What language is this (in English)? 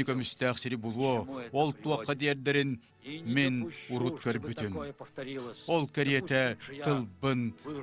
Yakut